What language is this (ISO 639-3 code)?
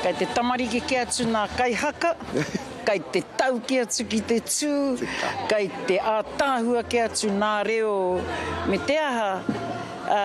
mri